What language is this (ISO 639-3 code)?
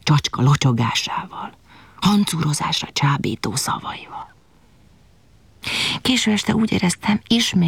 hun